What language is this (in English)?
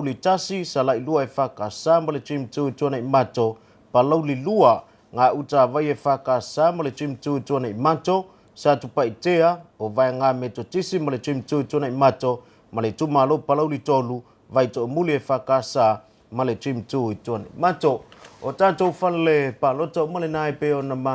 Samoan